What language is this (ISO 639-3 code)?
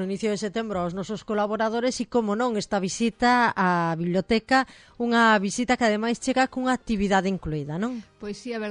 glg